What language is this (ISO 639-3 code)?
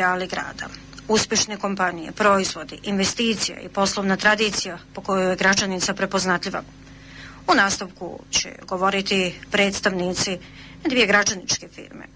bos